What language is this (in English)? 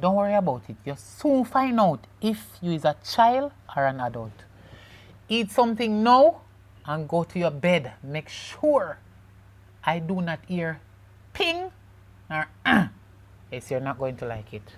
Jamaican Creole English